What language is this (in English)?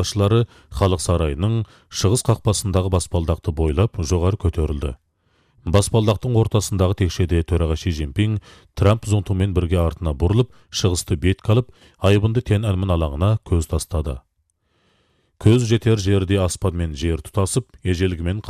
Kazakh